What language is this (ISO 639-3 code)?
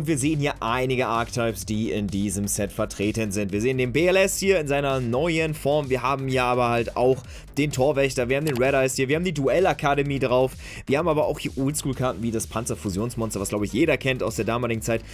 deu